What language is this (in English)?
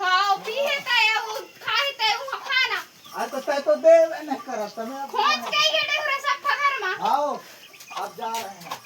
Chhattisgarhi